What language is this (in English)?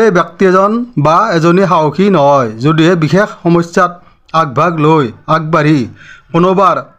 Assamese